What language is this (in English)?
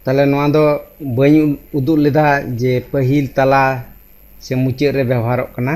Santali